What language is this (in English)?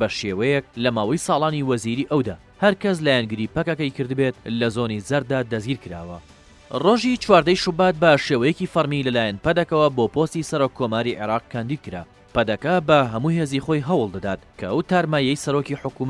Central Kurdish